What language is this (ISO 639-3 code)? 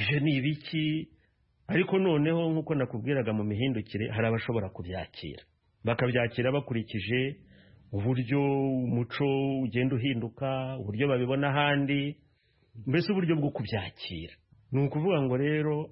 kin